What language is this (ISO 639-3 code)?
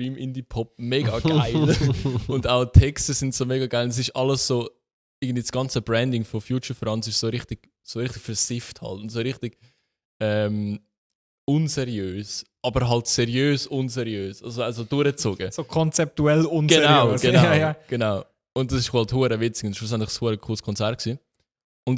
gsw